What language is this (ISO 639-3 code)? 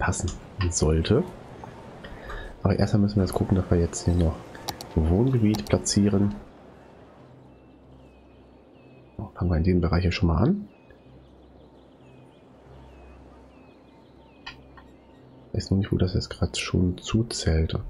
deu